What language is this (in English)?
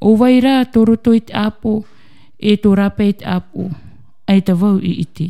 Tahitian